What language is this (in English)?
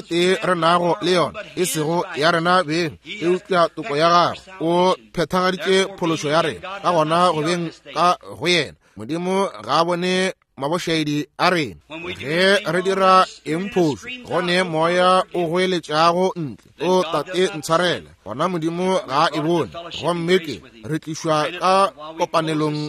Northern Sotho